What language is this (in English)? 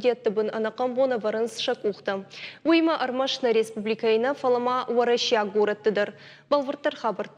Ossetic